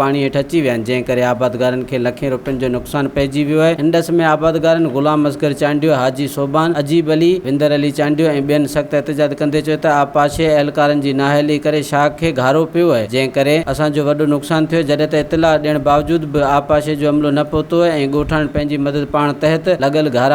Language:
Sindhi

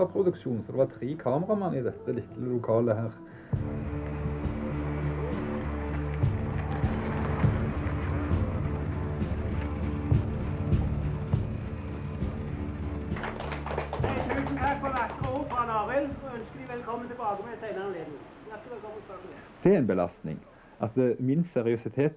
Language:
Norwegian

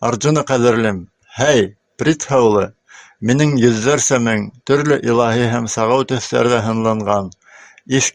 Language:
Bashkir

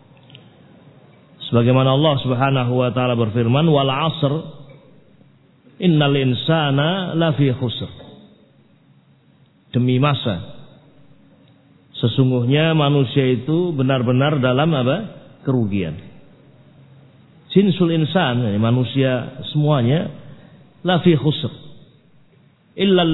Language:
Indonesian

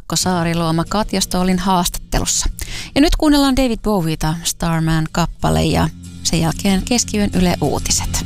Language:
Finnish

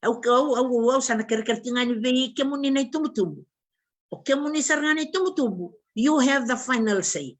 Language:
Fijian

